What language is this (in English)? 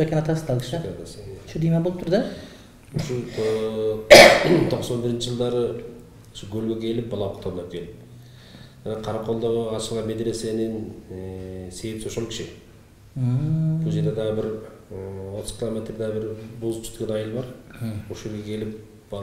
Kyrgyz